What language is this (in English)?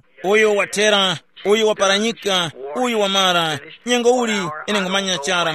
Tumbuka